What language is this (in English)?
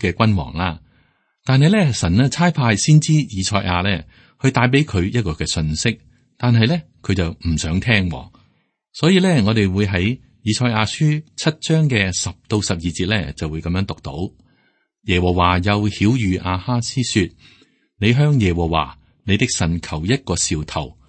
Cantonese